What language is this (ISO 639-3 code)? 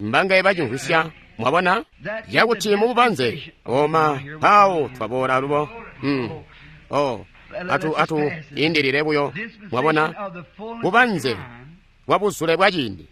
toi